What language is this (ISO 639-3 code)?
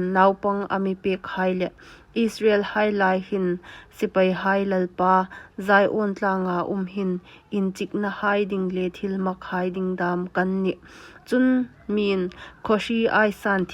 hmr